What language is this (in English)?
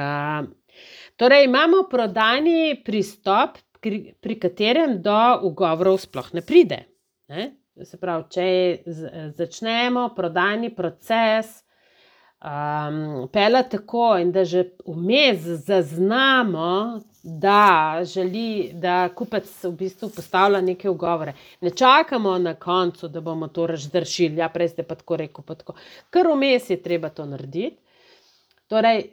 Slovenian